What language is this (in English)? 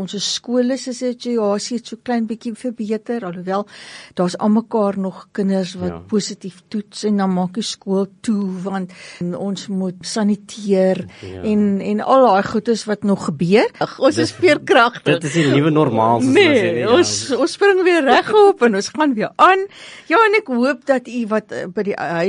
Afrikaans